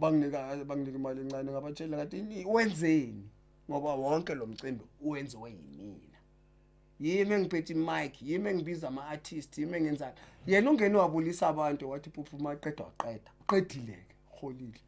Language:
Zulu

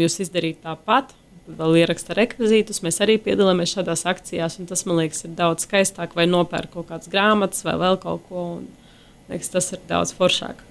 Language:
Latvian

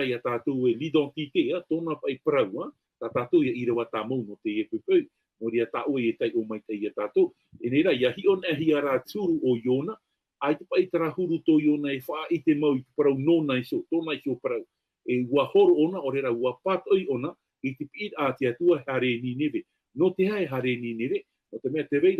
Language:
Tahitian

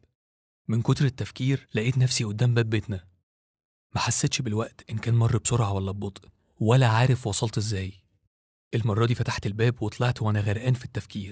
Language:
Egyptian Arabic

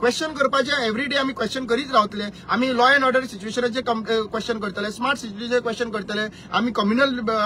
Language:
Konkani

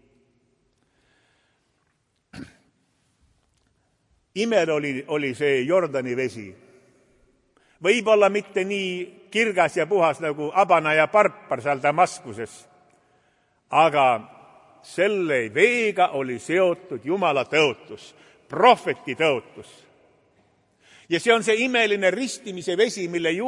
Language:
Estonian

